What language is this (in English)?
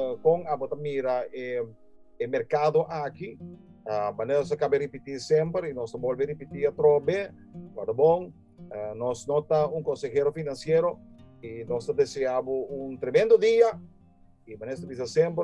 Papiamento